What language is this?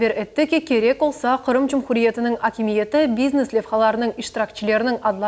Crimean Tatar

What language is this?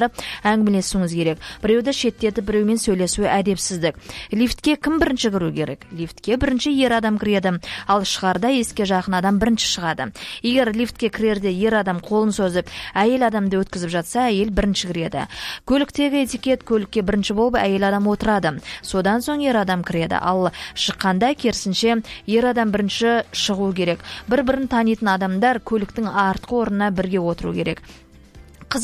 Kazakh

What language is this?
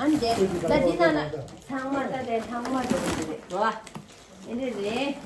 Tibetan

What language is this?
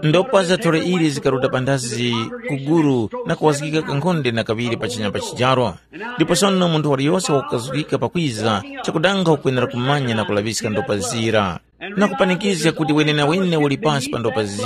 Tumbuka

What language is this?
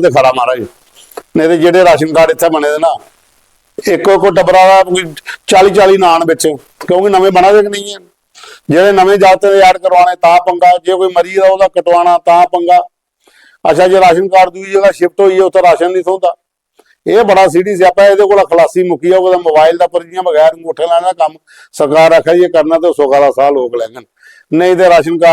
Dogri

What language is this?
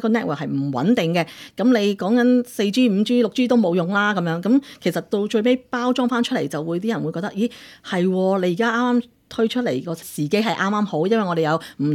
Cantonese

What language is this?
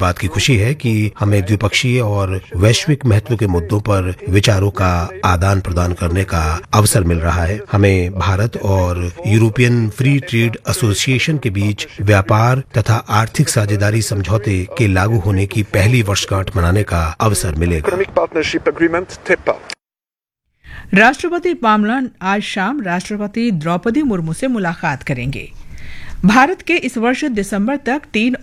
Hindi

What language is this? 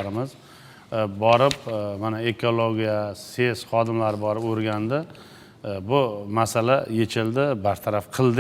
Uzbek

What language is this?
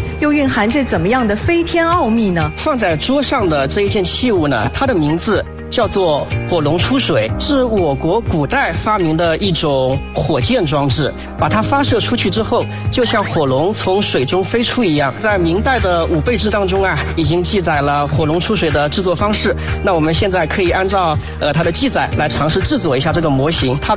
Chinese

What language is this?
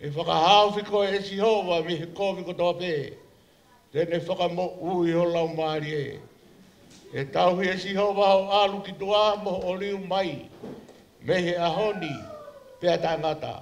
Tongan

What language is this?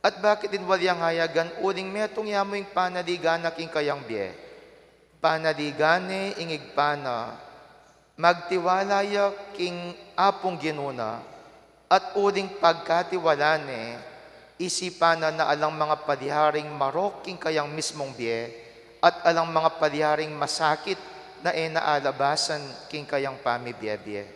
Pampanga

